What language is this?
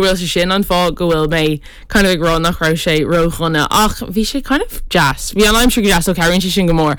Irish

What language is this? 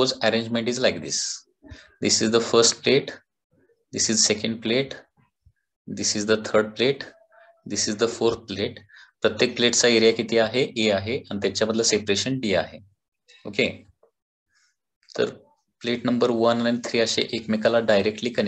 Marathi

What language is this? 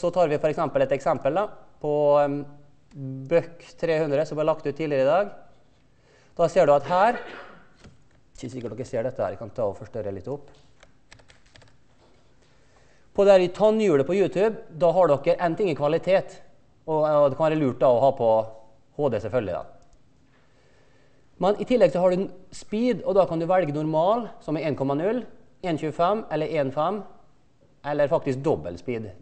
Norwegian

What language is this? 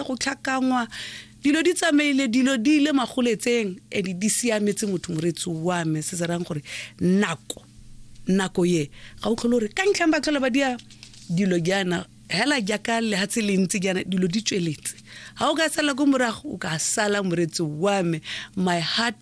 Tswana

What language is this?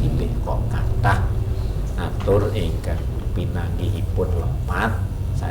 Javanese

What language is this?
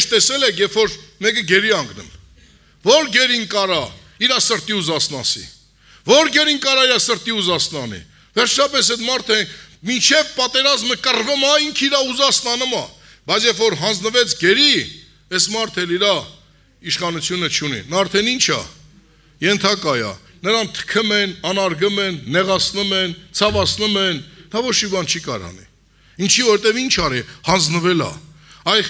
Armenian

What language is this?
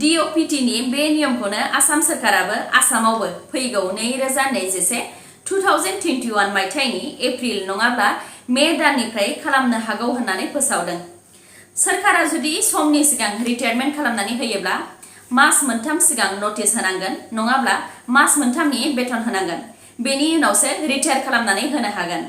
Bodo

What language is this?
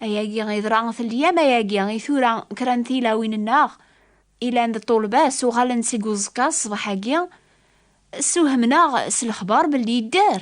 Kabyle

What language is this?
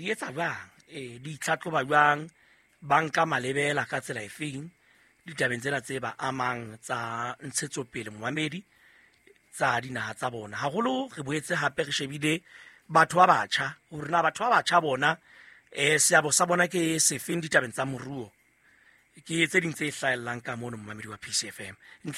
Southern Sotho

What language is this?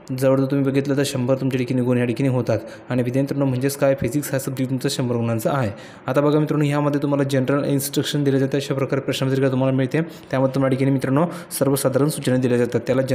Marathi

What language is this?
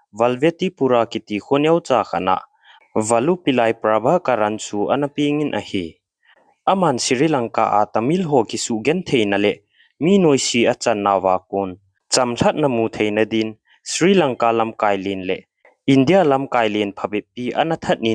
Thado Chin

